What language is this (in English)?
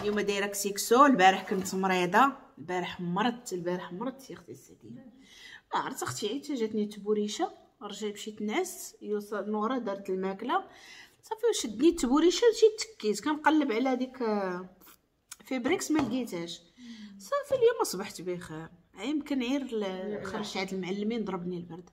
Moroccan Arabic